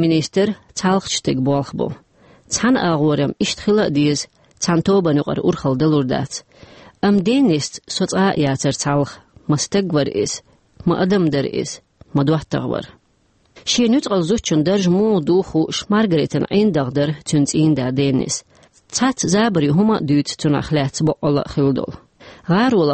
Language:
Chechen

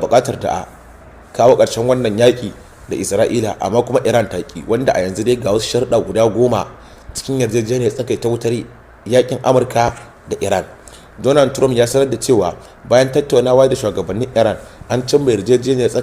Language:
Hausa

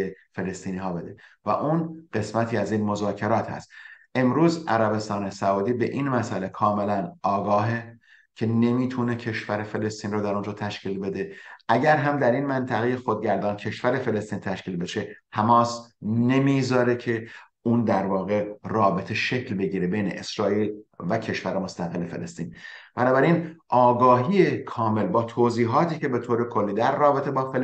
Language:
Persian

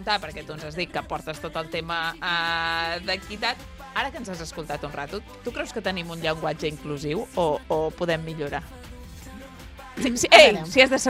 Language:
Catalan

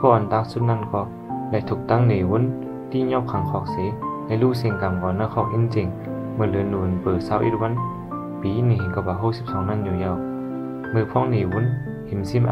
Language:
Shan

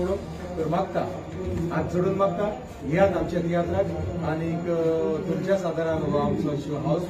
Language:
Konkani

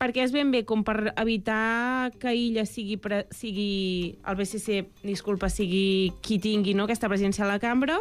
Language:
Catalan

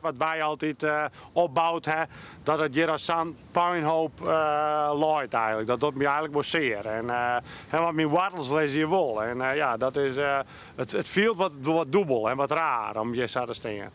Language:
Western Frisian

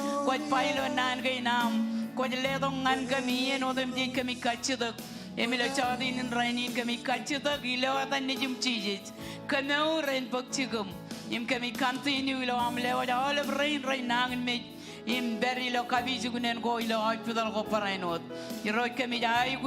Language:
Marshallese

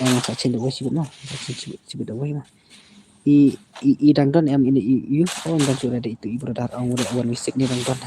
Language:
Khasi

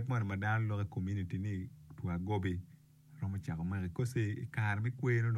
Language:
Acoli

